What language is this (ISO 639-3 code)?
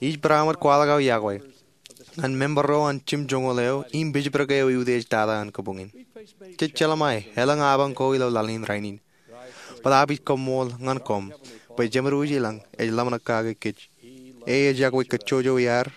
mah